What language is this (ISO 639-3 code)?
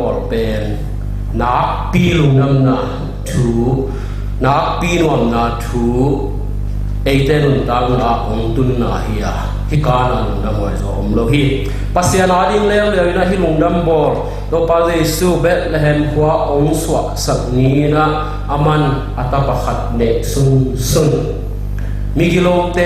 ctd